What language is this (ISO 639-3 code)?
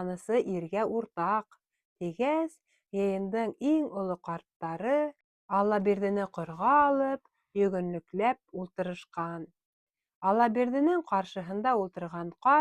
bak